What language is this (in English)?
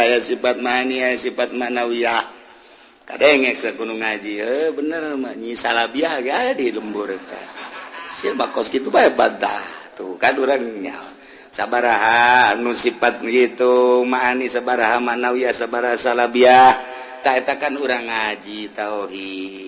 Sundanese